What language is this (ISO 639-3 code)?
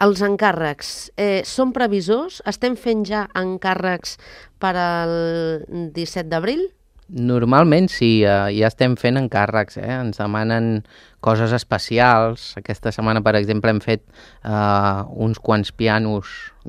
cat